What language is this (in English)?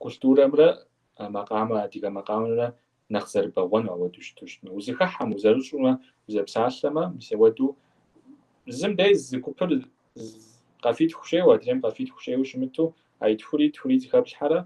Kabardian